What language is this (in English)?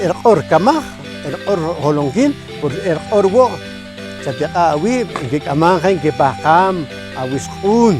Poqomchi'